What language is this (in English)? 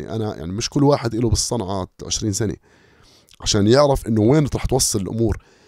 North Levantine Arabic